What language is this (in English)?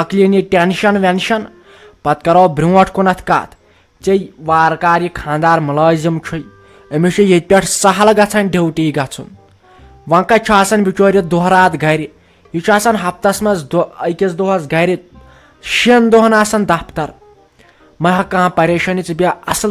Kashmiri